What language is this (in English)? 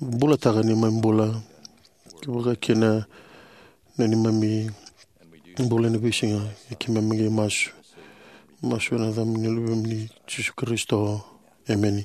Fijian